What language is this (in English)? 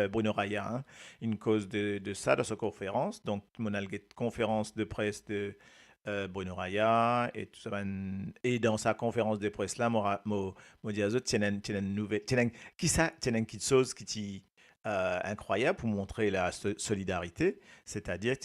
Morisyen